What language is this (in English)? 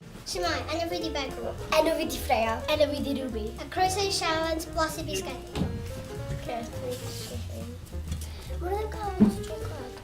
Welsh